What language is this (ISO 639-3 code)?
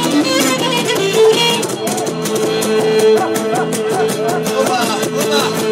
ell